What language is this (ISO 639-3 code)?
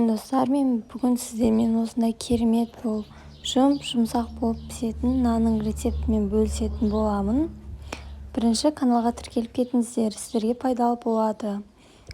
kaz